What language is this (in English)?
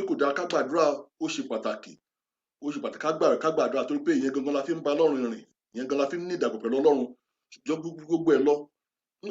Yoruba